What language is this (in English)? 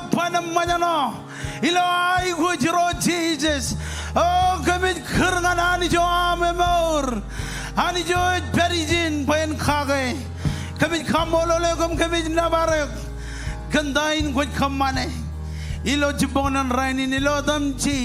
Marshallese